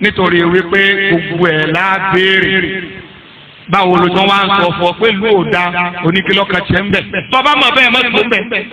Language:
Yoruba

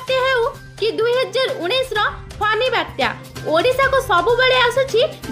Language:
Odia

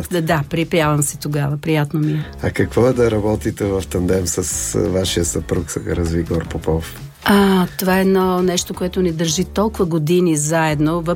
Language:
Bulgarian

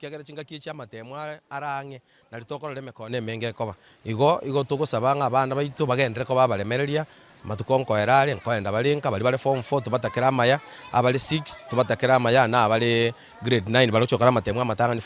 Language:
Gusii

